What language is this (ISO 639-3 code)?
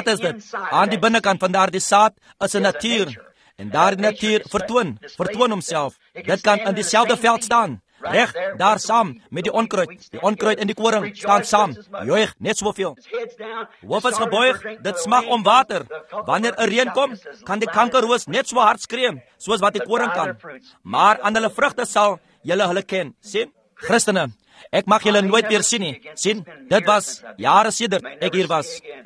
afr